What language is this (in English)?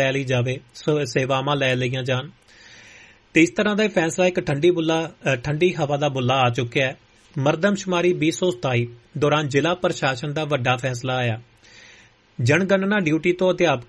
Punjabi